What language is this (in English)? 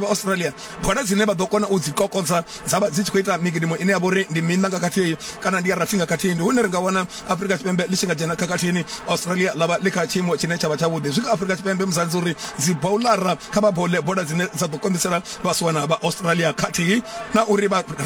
Venda